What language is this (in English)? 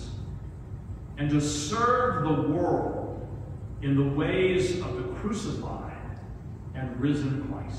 English